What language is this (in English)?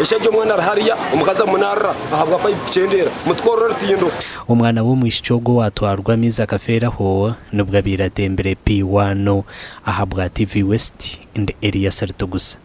Nyankole